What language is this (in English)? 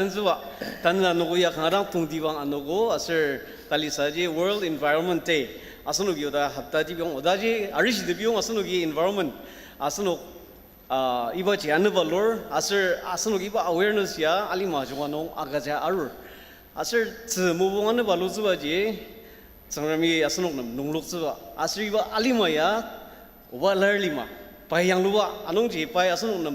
Ao Naga